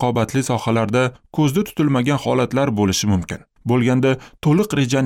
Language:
Uzbek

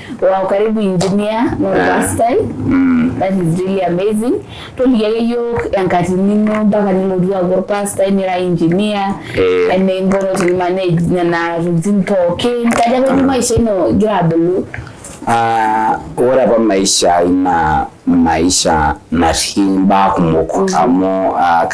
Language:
Masai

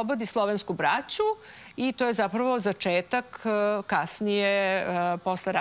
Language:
Serbian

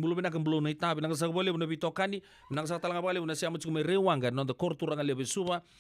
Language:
Fijian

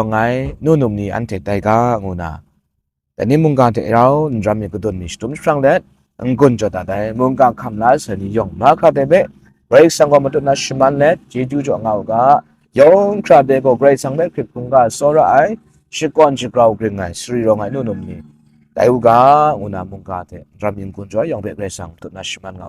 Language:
Kachin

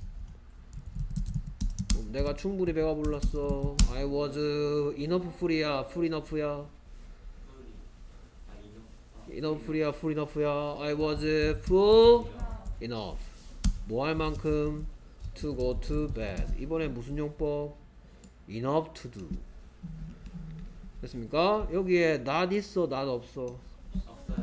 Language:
Korean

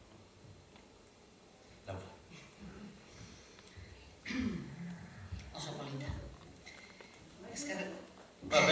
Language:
Basque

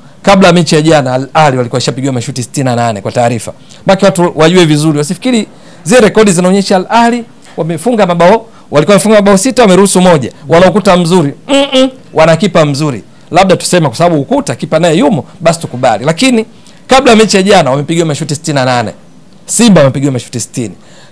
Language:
Swahili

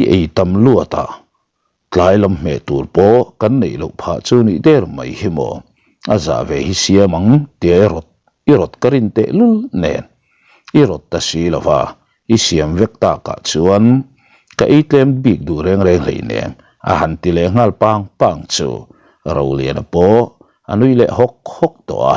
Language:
Mizo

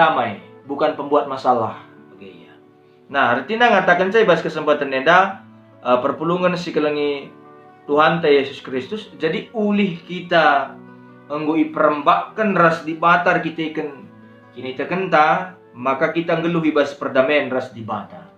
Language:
Batak Karo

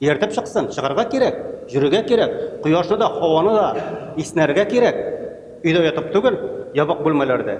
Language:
Tatar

